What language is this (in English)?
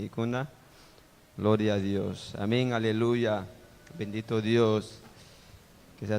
Ayacucho Quechua